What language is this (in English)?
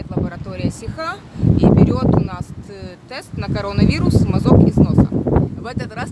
Russian